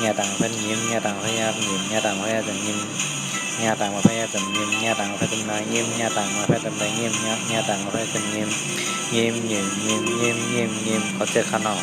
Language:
Shan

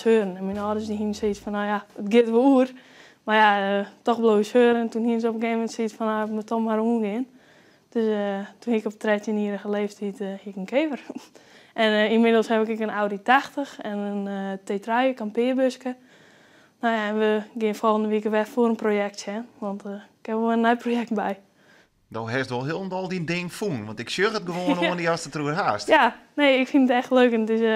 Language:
Western Frisian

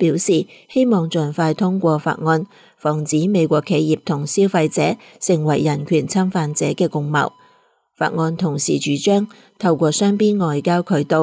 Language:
Cantonese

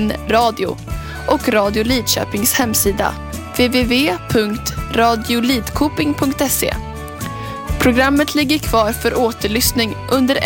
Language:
Swedish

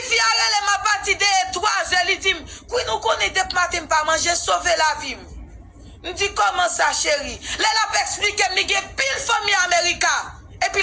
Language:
Haitian Creole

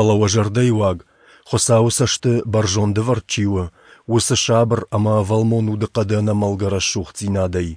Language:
Ossetic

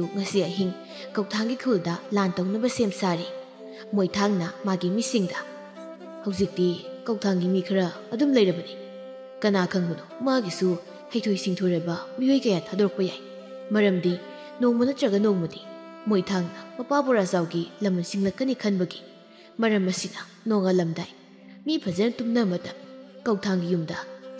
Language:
Manipuri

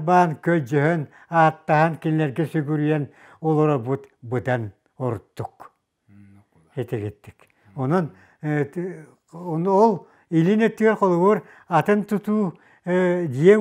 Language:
Yakut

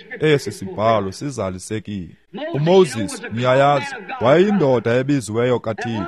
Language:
Xhosa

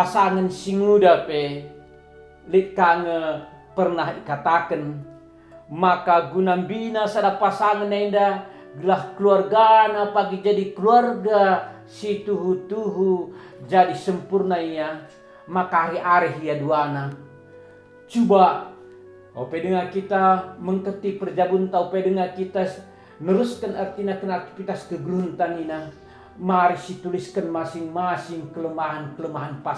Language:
Batak Karo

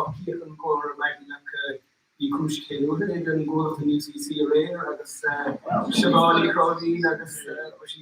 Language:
Irish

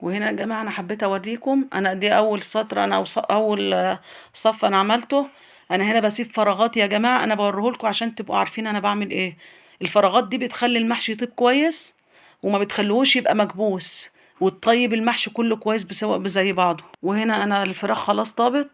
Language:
Egyptian Arabic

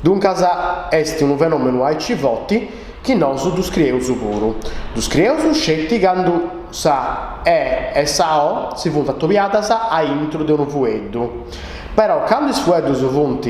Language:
Sardinian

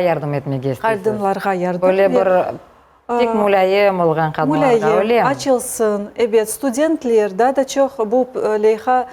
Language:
Crimean Tatar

